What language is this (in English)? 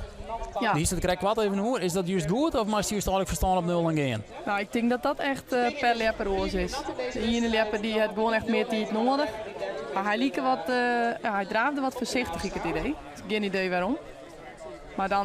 Western Frisian